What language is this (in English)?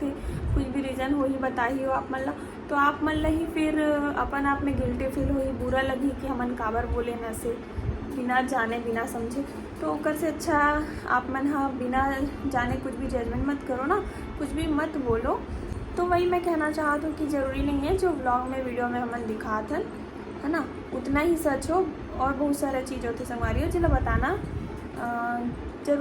Chhattisgarhi